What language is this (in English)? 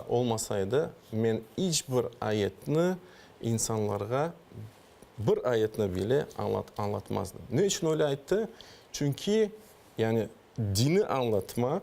Crimean Tatar